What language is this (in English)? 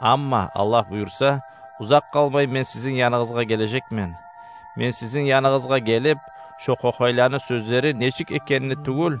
Kumyk